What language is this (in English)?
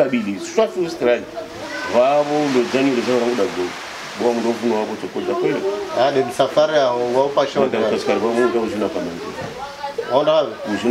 Swahili